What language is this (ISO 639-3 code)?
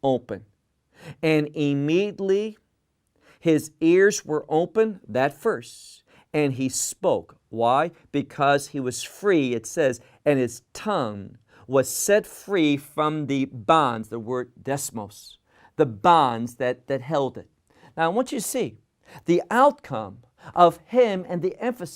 eng